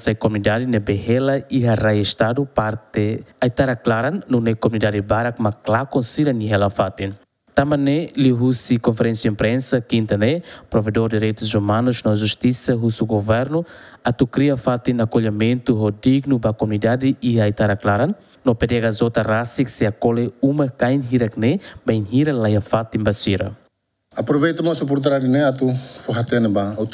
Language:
Tetum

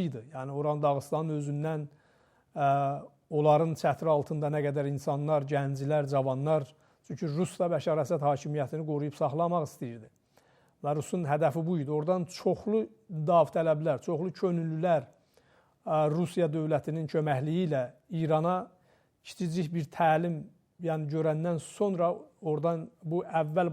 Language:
Azerbaijani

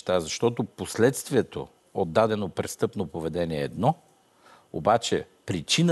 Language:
Bulgarian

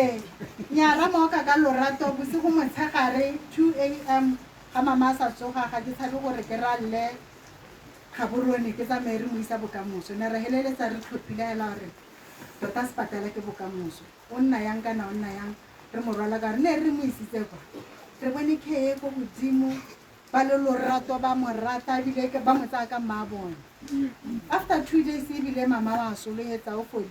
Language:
Tswana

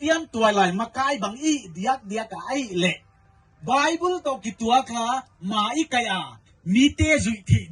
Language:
Paite Chin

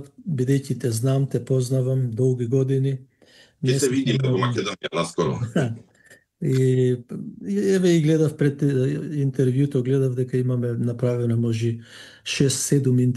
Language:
Macedonian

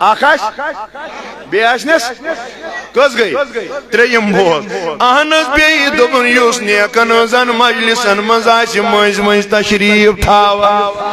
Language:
Kashmiri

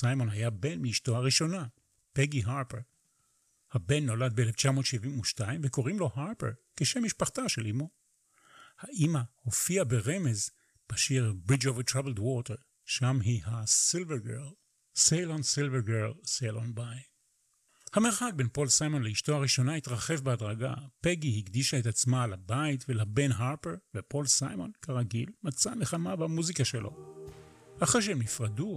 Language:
Hebrew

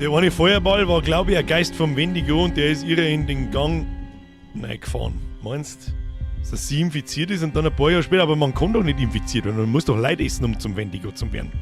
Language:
Bavarian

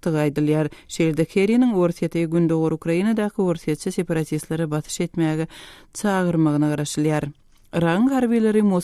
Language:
Turkmen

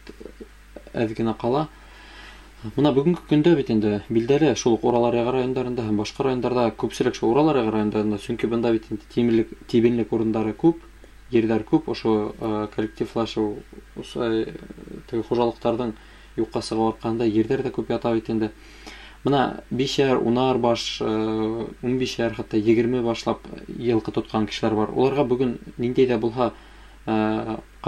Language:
Bashkir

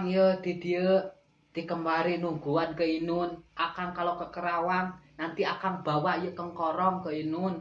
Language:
Sundanese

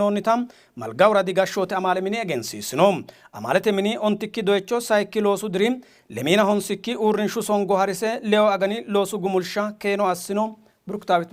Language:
Sidamo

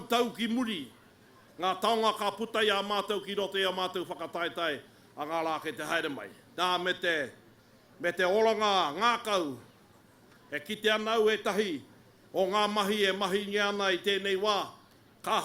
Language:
Māori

